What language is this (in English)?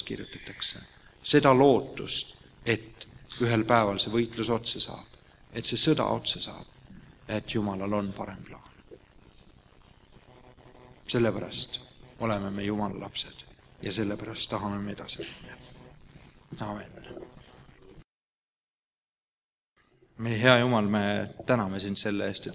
Estonian